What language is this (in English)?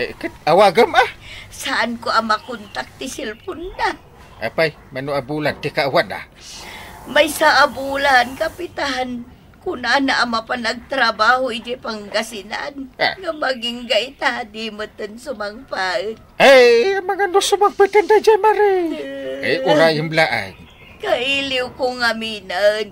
Iloko